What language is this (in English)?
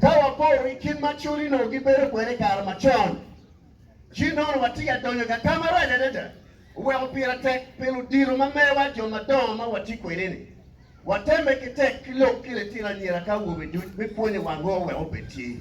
Acoli